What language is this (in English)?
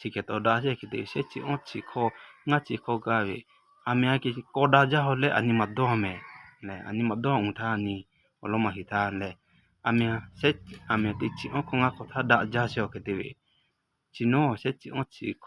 Lahu